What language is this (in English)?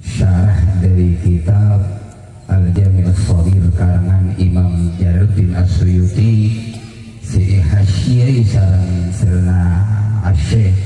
Madurese